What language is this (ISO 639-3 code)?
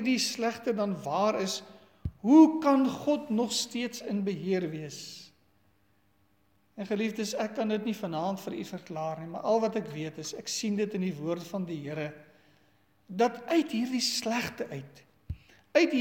afr